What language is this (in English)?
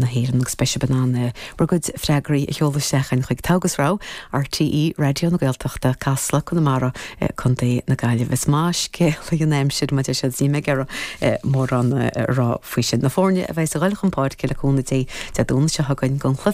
Irish